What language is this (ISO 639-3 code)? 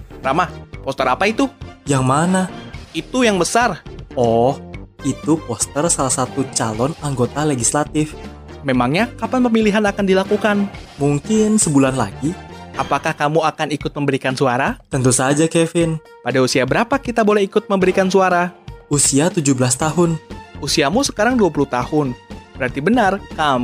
ind